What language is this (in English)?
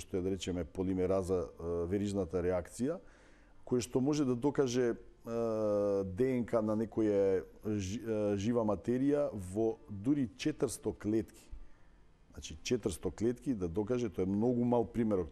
Macedonian